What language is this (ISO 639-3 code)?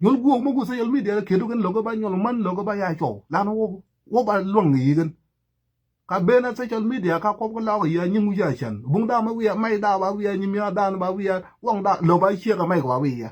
nus